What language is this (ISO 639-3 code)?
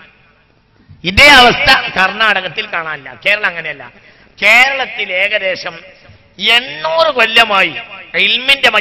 mal